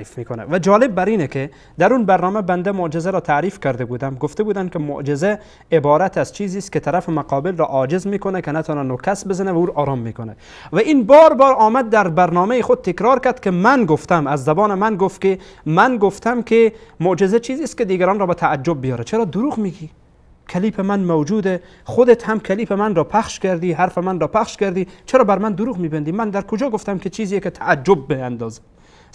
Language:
Persian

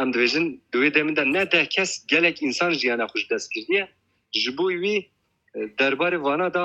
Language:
Kurdish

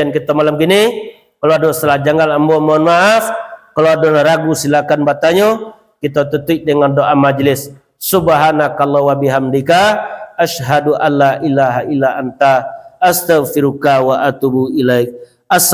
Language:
Minangkabau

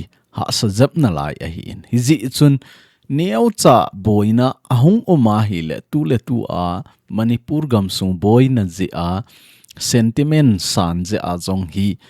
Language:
Thado Chin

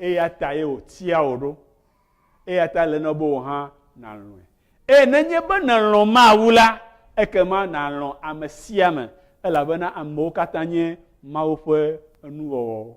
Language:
Ewe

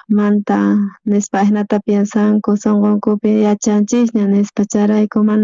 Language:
South Bolivian Quechua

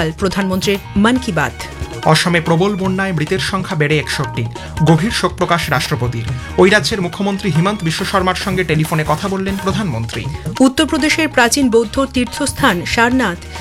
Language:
Bangla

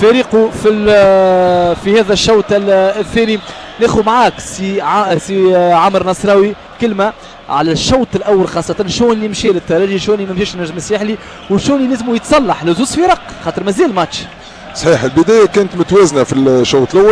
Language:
Tunisian Arabic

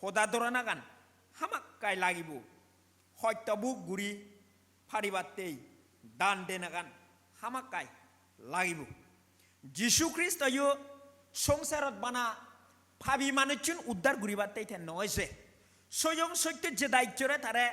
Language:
Chakma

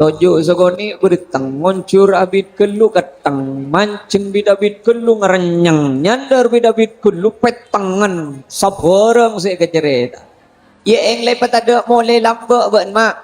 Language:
Madurese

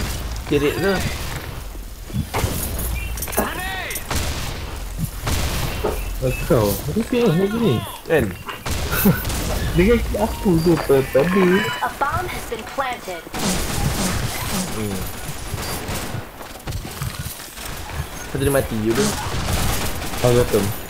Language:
Malay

